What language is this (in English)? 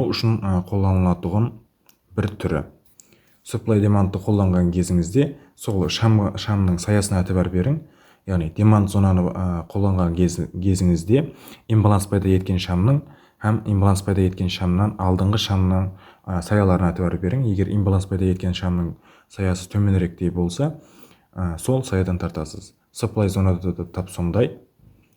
Kara-Kalpak